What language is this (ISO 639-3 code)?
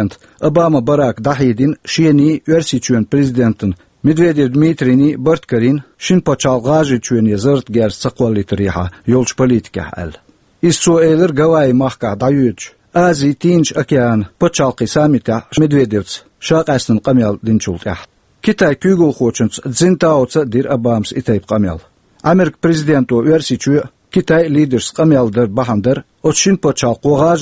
che